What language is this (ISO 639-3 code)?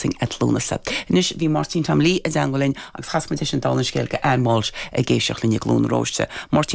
gle